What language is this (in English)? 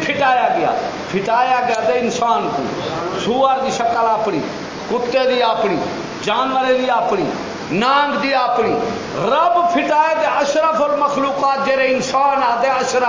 Saraiki